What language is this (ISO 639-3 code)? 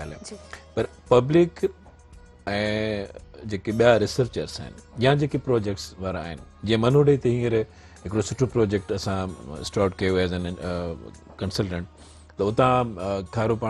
snd